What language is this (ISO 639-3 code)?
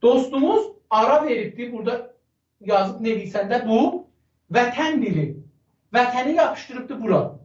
azb